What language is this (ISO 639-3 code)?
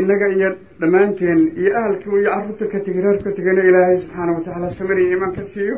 som